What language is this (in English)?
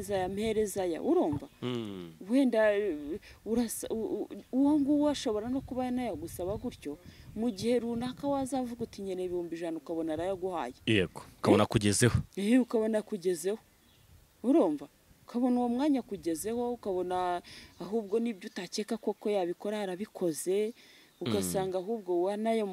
Kinyarwanda